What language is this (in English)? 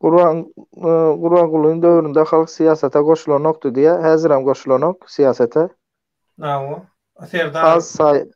Turkmen